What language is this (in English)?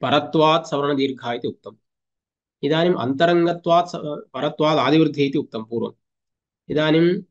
Sanskrit